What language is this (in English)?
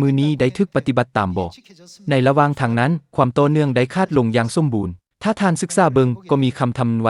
Lao